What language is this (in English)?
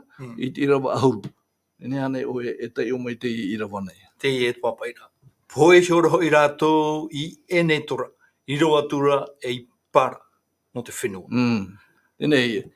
Tahitian